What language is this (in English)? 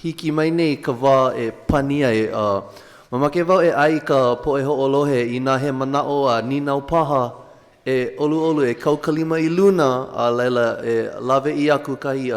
Hawaiian